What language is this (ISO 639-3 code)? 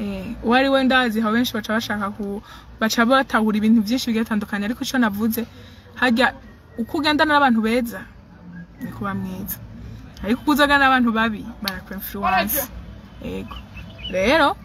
run